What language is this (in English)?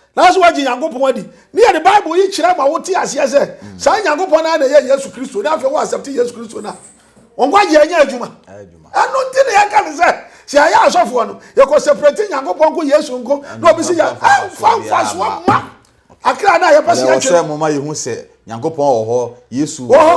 Akan